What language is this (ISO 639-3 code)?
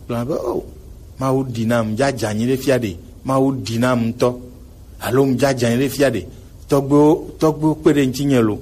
gej